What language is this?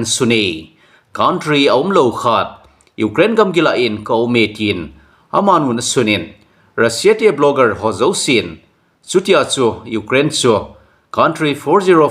Thado Chin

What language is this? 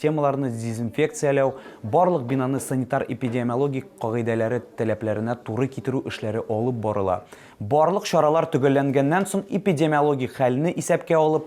Tatar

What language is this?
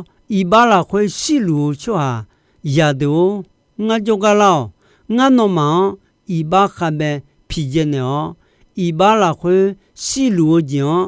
Akha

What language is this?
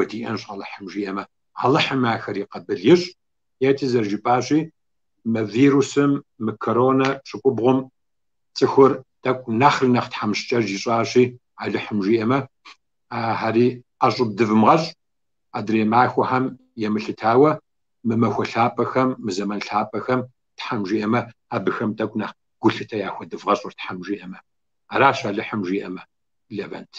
Kabardian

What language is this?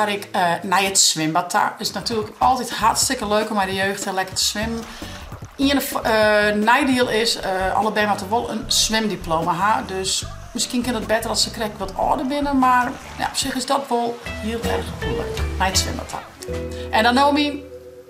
Western Frisian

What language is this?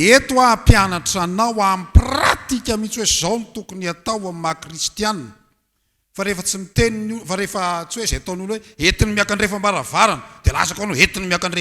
Malagasy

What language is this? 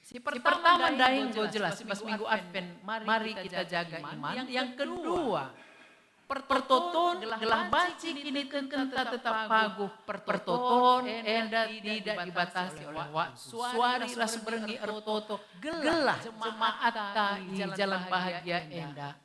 Batak Karo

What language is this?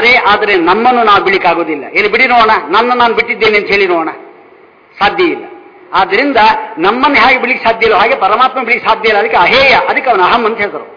Kannada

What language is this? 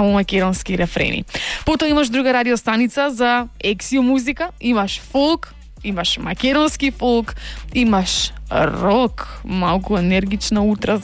Macedonian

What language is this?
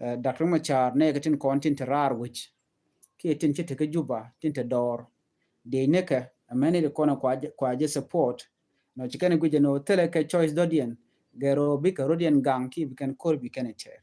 Nuer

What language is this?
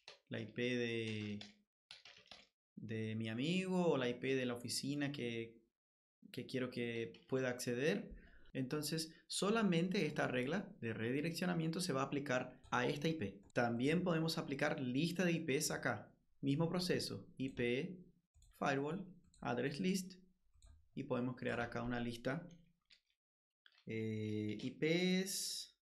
Spanish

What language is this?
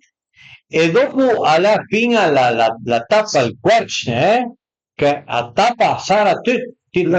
Piedmontese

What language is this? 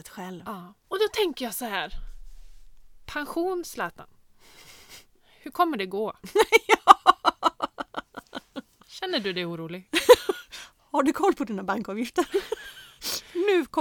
Swedish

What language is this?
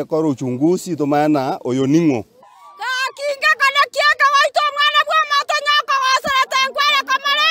Gusii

